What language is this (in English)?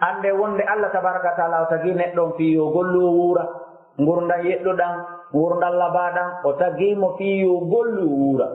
Fula